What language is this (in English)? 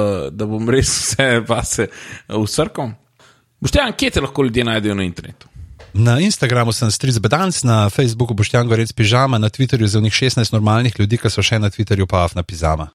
Slovenian